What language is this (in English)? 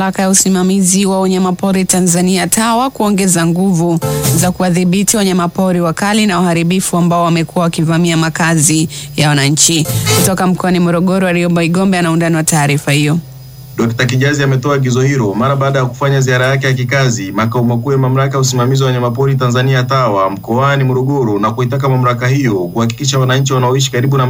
Swahili